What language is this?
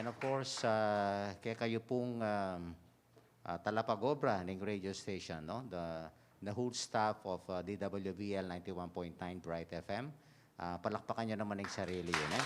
Pampanga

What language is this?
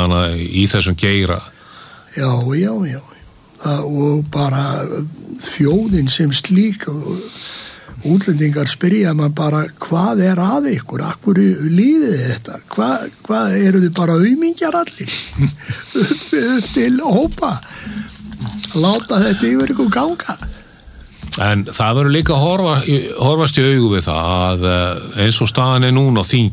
Icelandic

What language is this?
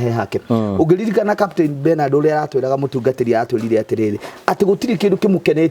Kikuyu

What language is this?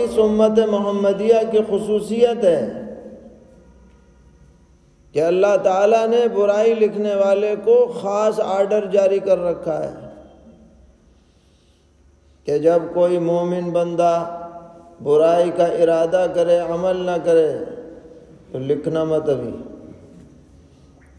Urdu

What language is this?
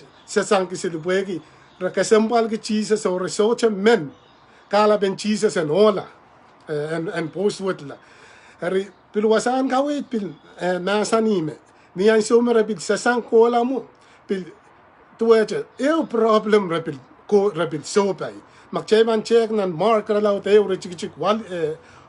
Pohnpeian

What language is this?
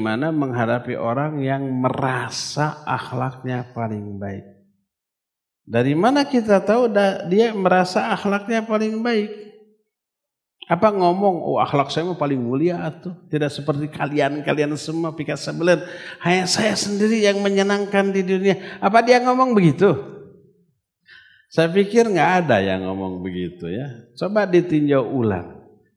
Indonesian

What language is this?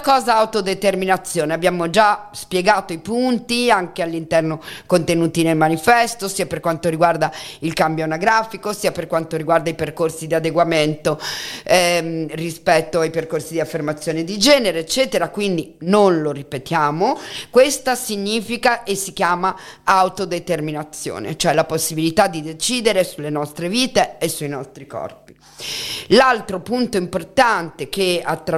Italian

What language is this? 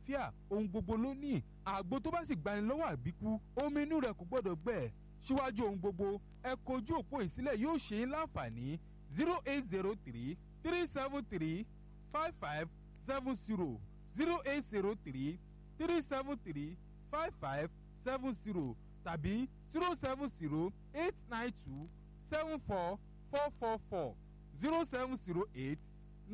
Yoruba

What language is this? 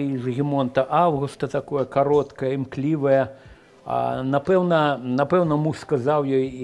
Belarusian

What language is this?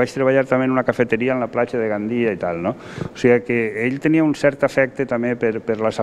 Catalan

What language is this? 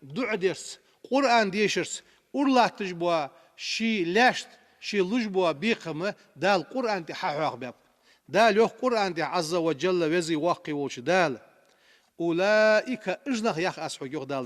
Ingush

